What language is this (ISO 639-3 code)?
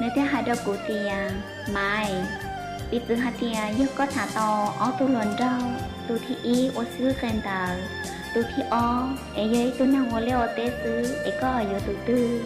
hmn